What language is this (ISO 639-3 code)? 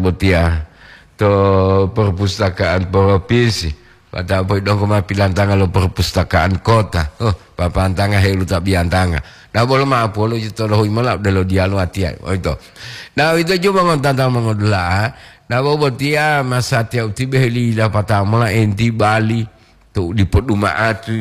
gor